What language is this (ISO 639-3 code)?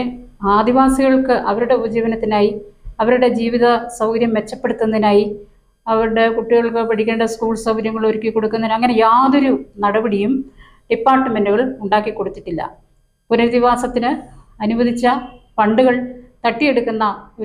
mal